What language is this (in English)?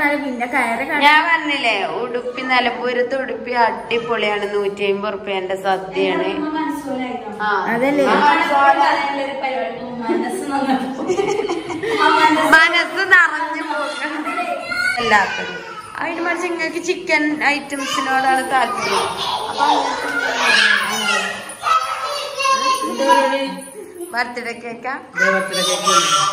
Malayalam